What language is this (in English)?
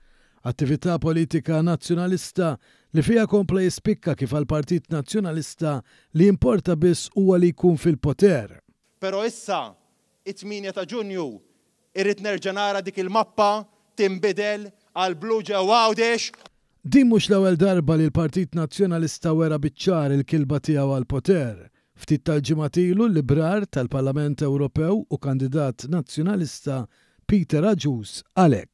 Maltese